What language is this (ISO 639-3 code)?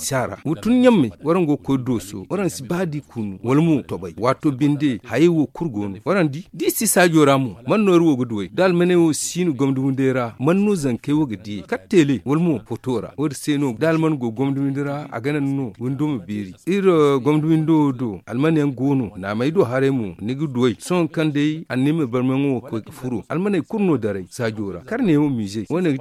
dje